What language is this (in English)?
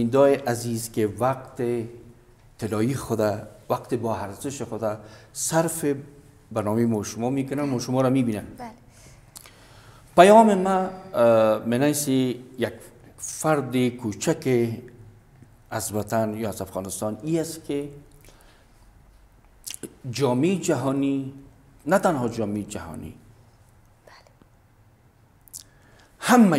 Persian